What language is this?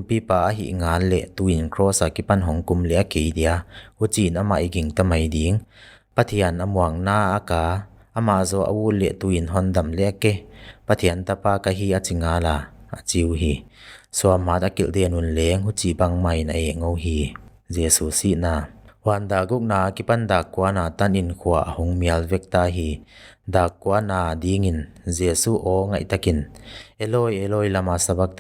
Paite Chin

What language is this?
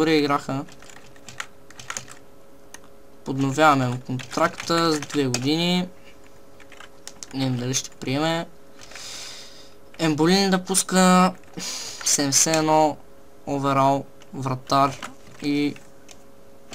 Bulgarian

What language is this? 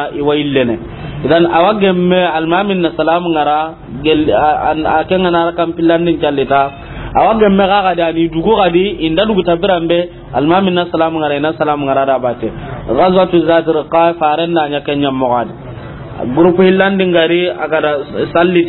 Soninke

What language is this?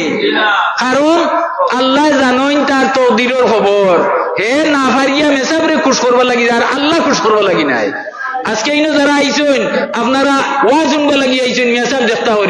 Sylheti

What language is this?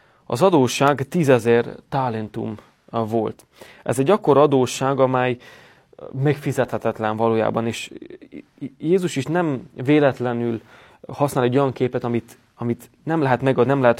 Hungarian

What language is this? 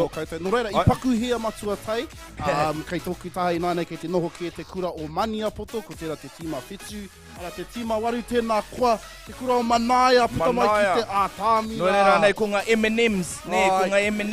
Māori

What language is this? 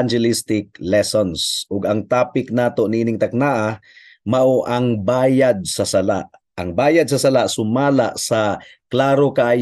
Cebuano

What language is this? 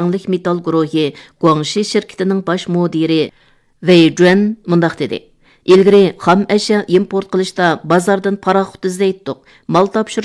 Uyghur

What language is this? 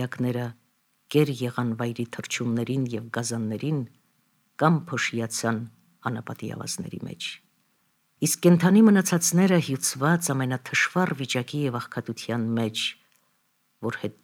Armenian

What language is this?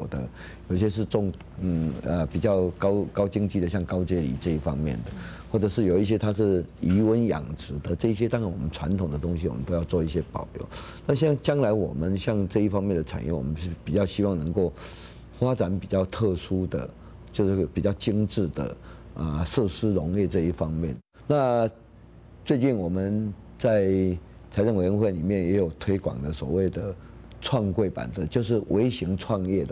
Chinese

